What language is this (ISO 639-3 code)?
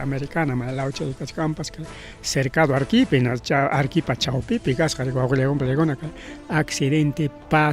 quy